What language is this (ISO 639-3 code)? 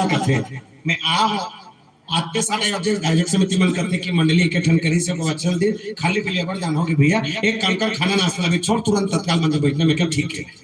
hne